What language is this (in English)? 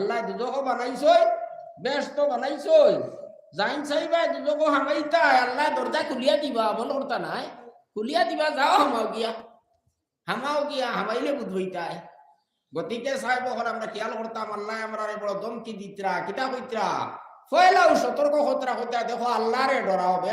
Sylheti